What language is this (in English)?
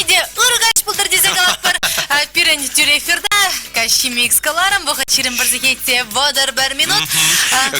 Chuvash